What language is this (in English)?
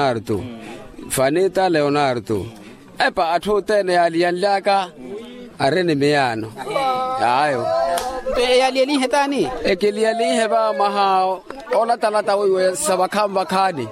Makhuwa